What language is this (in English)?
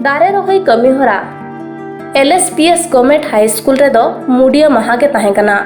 Santali